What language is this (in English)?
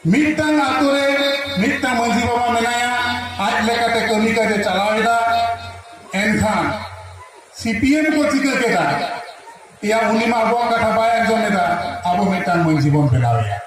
Santali